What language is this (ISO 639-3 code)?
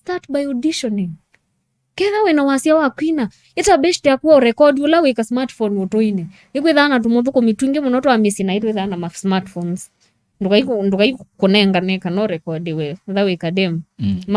kam